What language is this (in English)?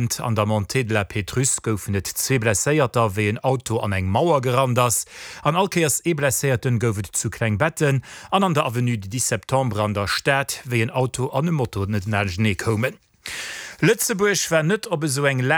Luxembourgish